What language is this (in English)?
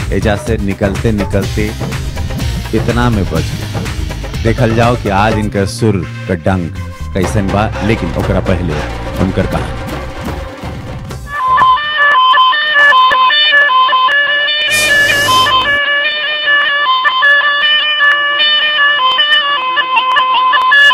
Bhojpuri